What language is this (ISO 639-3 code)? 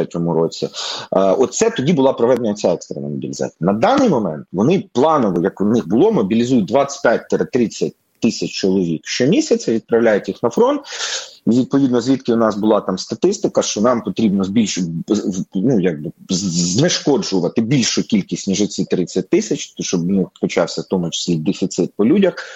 ukr